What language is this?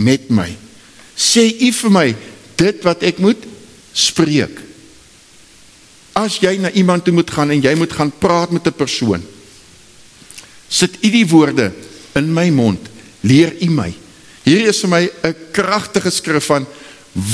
Afrikaans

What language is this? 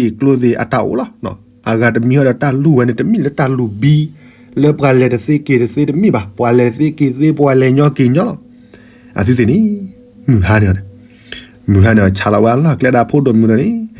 S'gaw Karen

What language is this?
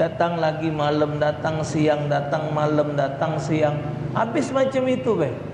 Musi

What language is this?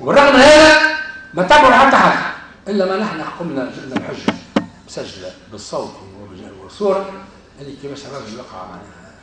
Tunisian Arabic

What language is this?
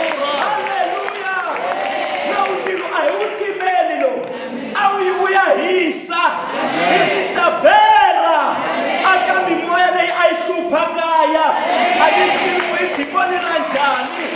Tsonga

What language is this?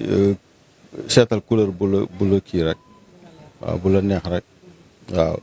Wolof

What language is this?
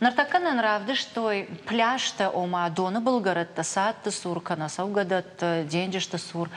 Ossetic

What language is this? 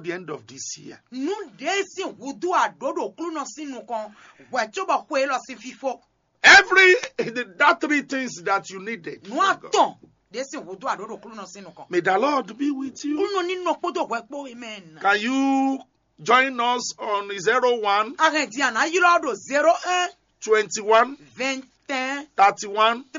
Fon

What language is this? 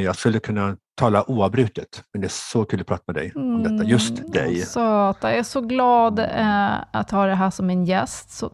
Swedish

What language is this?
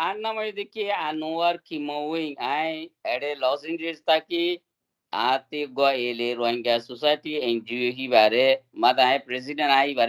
Rohingya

